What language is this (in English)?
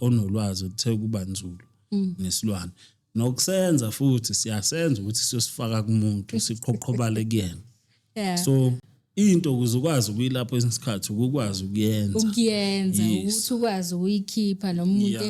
Zulu